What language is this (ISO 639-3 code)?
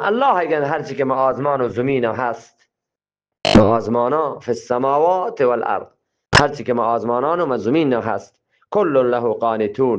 bgp